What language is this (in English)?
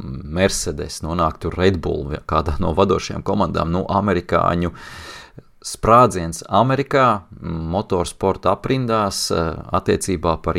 Latvian